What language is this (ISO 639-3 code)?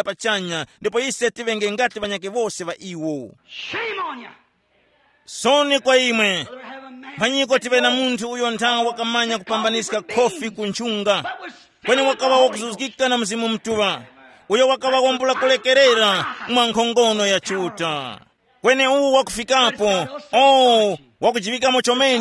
tum